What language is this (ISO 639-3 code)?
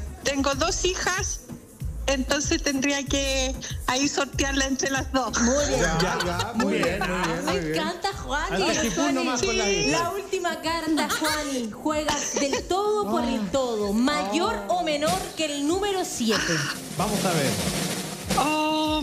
spa